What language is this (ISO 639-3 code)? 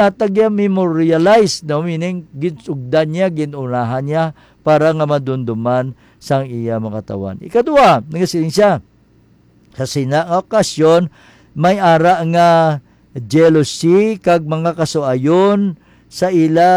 hil